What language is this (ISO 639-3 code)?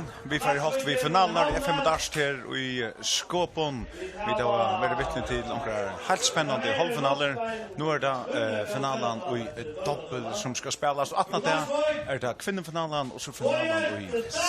fao